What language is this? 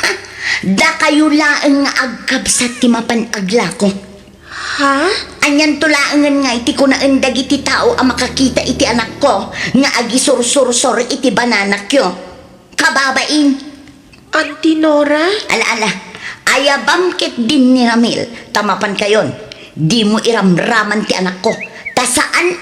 Iloko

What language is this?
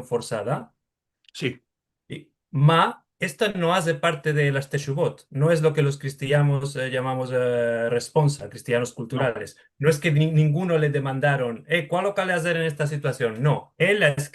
Ladino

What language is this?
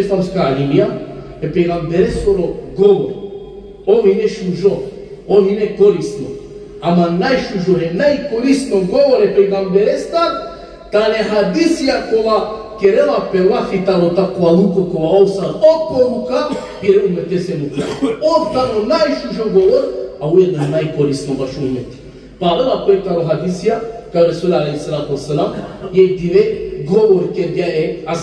Balkan Romani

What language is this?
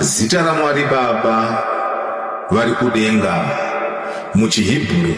Shona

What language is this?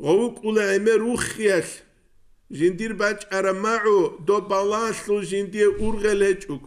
Avaric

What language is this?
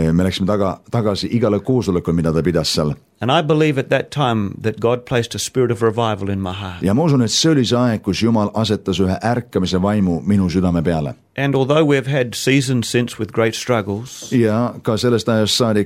Estonian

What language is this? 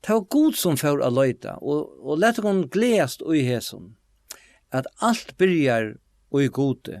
Faroese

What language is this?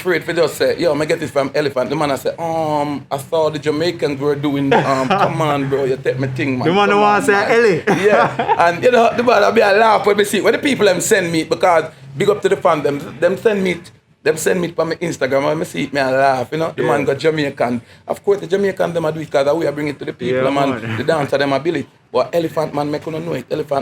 Jamaican Creole English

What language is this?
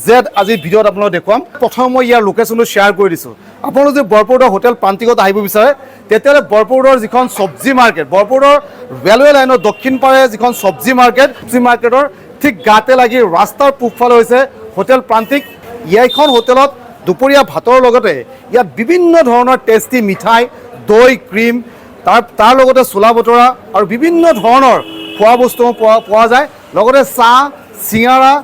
Assamese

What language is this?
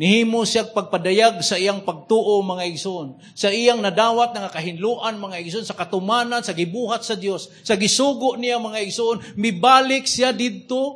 Cebuano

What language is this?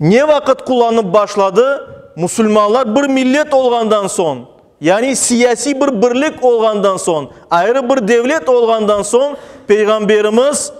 Crimean Tatar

